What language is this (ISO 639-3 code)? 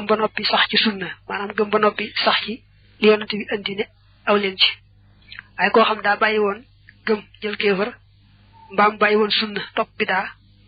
wol